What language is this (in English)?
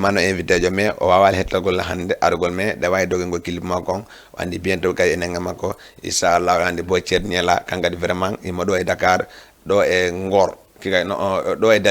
Fula